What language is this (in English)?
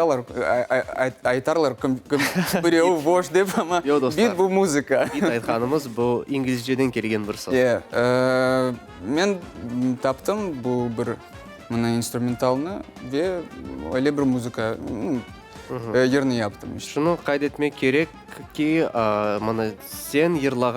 Crimean Tatar